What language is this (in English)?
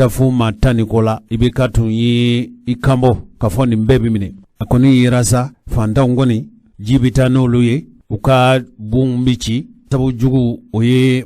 Bambara